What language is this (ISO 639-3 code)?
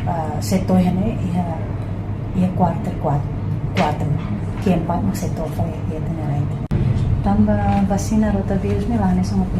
tet